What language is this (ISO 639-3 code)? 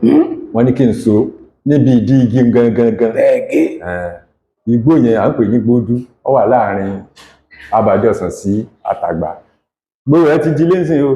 yor